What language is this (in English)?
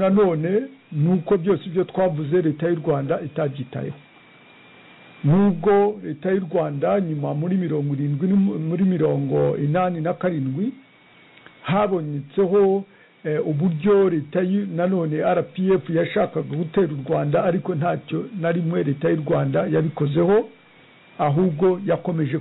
Kinyarwanda